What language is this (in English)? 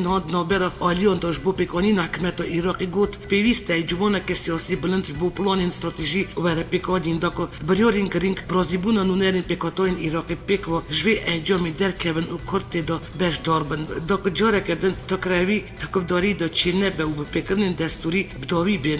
Kurdish